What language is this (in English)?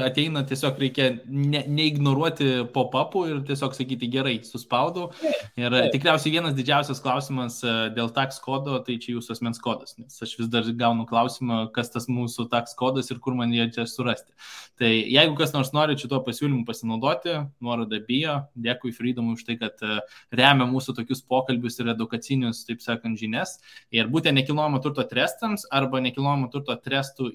Lithuanian